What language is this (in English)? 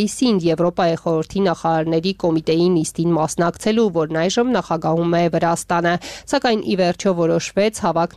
Armenian